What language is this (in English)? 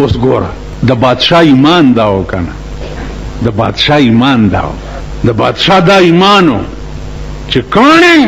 Pashto